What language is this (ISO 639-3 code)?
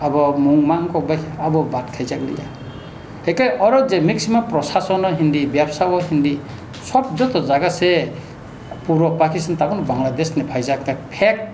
trp